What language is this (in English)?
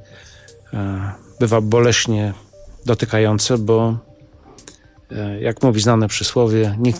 Polish